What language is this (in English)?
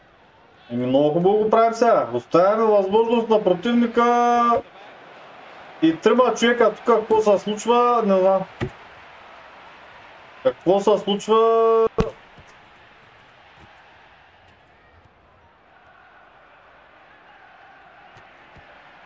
Bulgarian